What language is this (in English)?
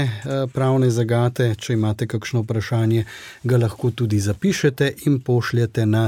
Slovenian